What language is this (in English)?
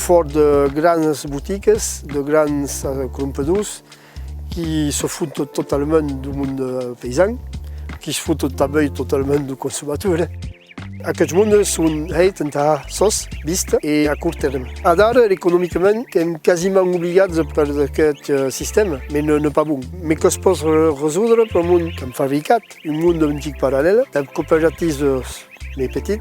Occitan